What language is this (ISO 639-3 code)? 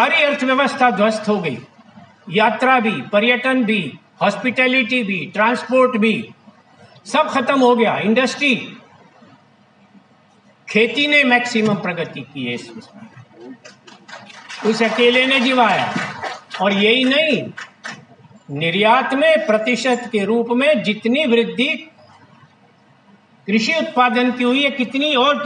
hin